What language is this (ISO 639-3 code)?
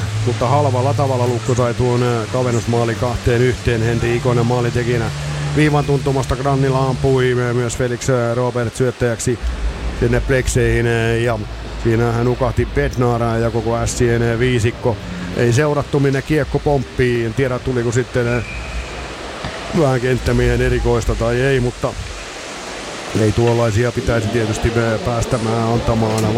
fin